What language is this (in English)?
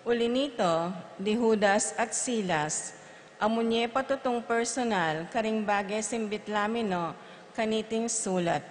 Pampanga